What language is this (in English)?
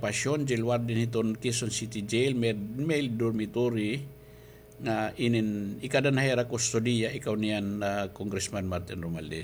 Waray